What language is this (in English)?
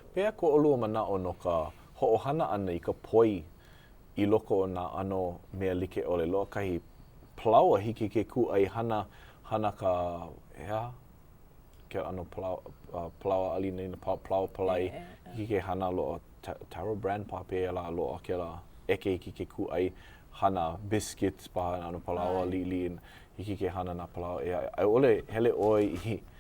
Hawaiian